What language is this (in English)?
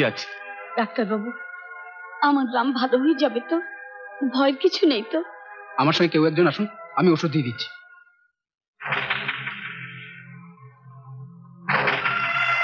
Bangla